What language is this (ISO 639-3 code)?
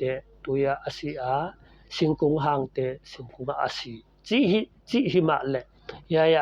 pck